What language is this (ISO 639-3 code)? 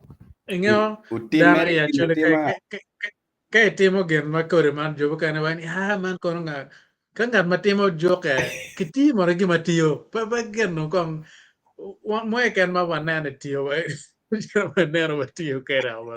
ach